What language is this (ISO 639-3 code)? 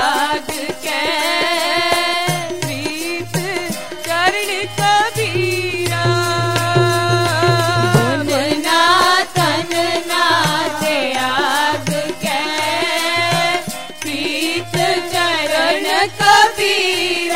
hin